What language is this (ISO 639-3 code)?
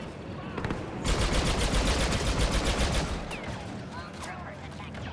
eng